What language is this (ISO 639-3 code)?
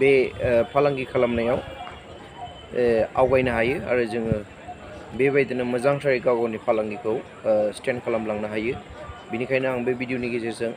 brx